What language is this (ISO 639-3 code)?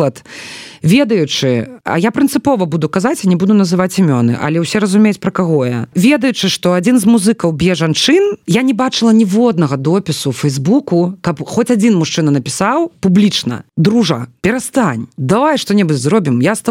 bel